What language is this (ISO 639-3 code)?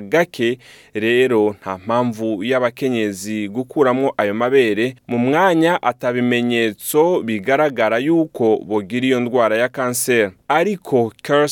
run